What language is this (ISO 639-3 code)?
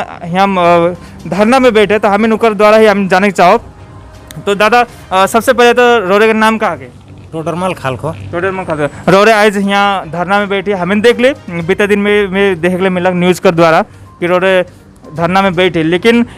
sck